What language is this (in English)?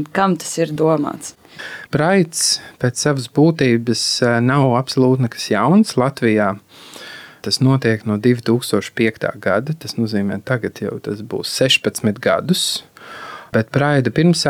Latvian